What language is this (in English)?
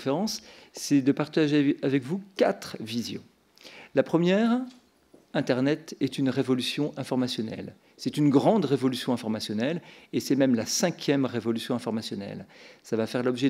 French